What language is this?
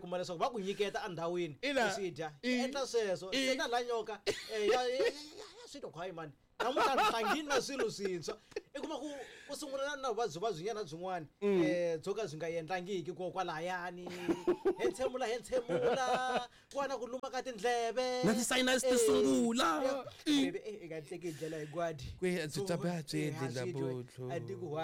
Tsonga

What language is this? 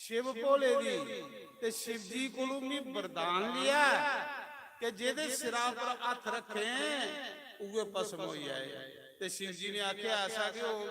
Dogri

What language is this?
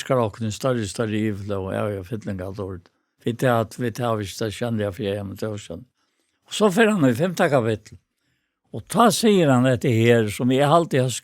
Faroese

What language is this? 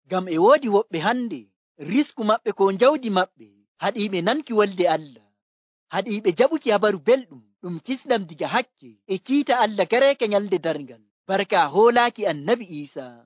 Nigerian Fulfulde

